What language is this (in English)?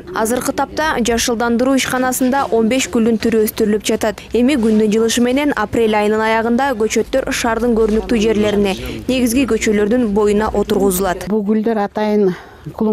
Kyrgyz